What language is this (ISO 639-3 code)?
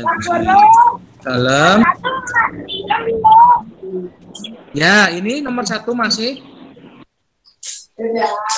ind